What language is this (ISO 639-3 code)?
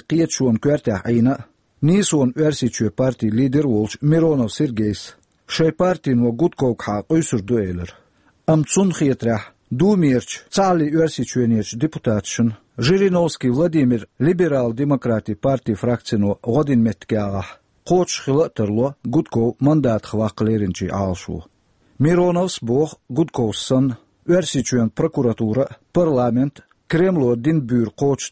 che